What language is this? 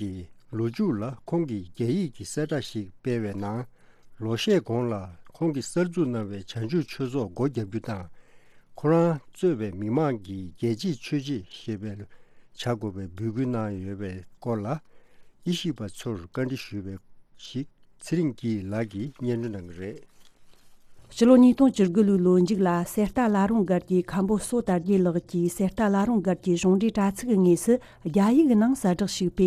Tibetan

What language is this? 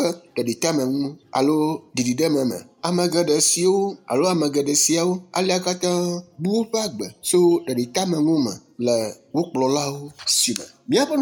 Ewe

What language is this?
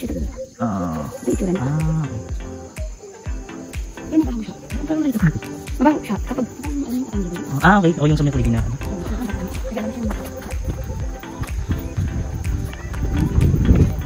Filipino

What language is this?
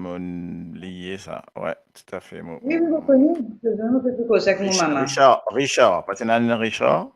Morisyen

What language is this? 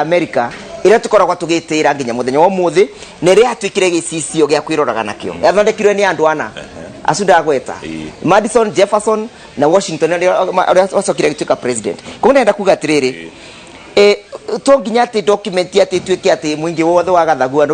Kikuyu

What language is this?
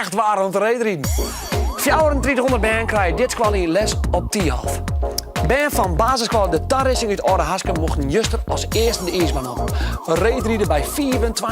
Western Frisian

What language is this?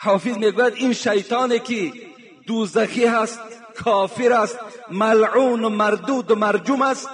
Tajik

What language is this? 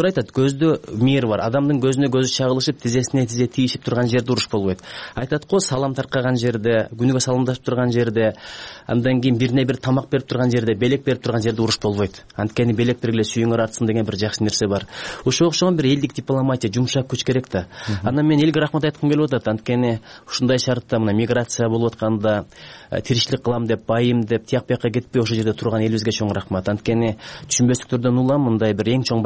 Kyrgyz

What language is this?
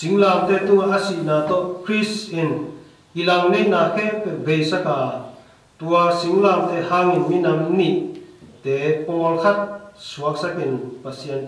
Tedim Chin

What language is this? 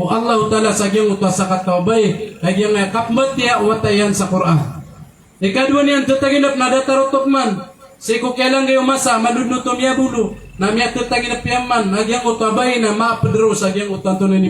Maranao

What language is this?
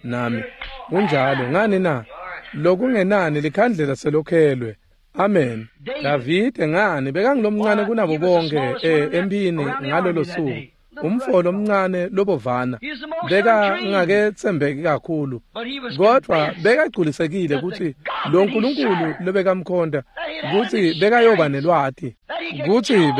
Swati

